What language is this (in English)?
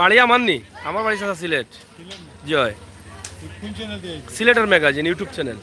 Sylheti